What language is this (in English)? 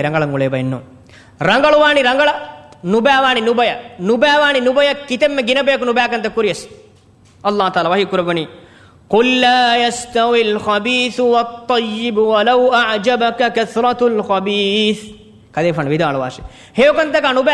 Divehi